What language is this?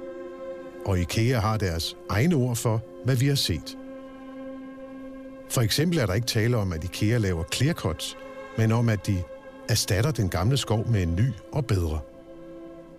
Danish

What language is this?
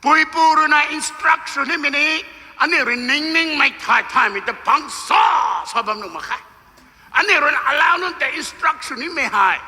Rongmei Naga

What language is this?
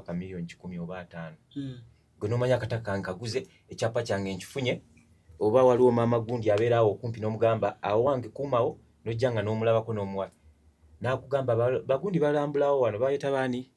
Ganda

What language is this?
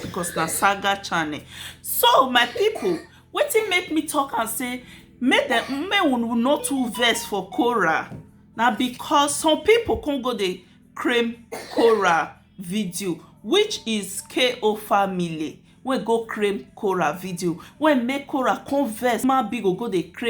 Nigerian Pidgin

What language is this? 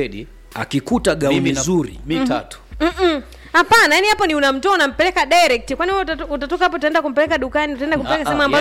Swahili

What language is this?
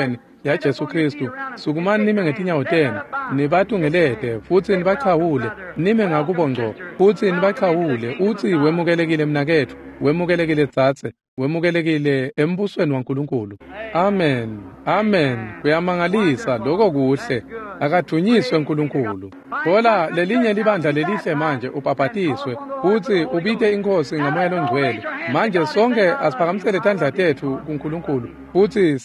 Swati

